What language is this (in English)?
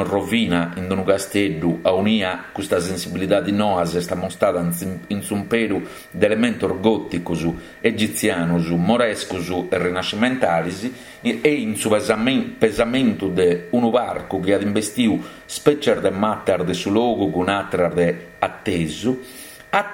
Sardinian